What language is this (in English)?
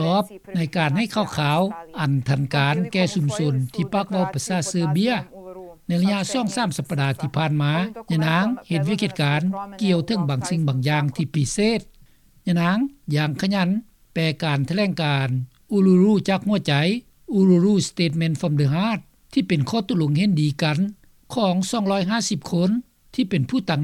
Lao